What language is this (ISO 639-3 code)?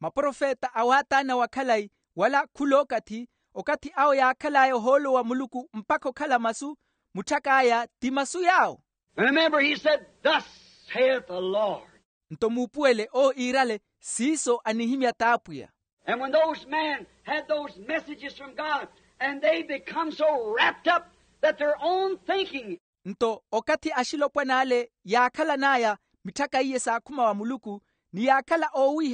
vmw